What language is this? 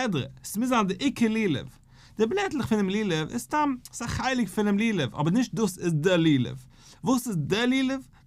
Yiddish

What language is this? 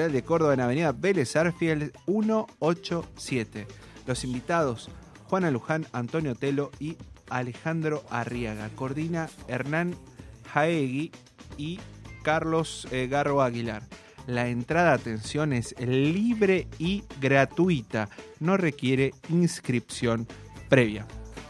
Spanish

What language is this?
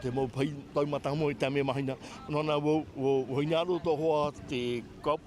Tahitian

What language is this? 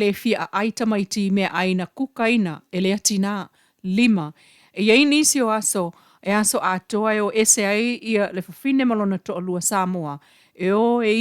Samoan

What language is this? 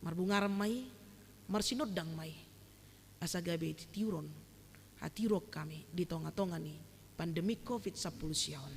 Batak Toba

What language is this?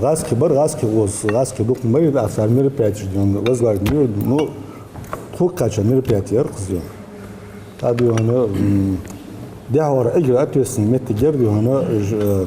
Ingush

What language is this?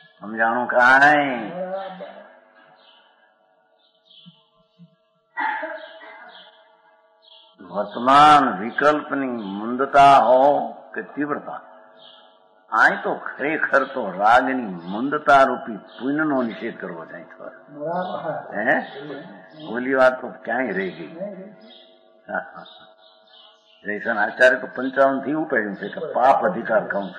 Gujarati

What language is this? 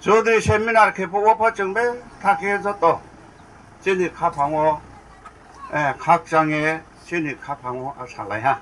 Riang (India)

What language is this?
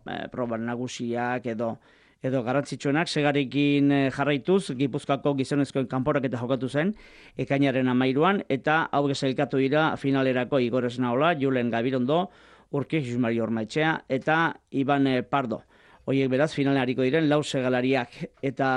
Basque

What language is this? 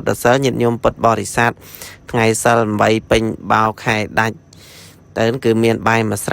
Khmer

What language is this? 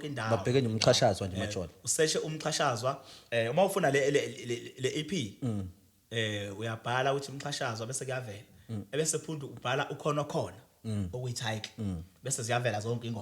Zulu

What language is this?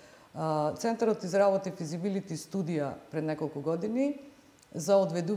Macedonian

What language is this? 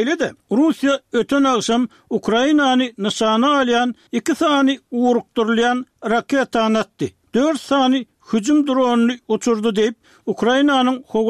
Turkmen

